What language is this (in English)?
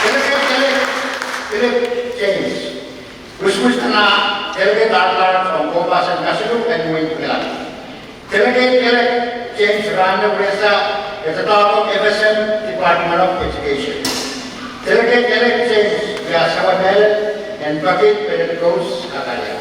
Pohnpeian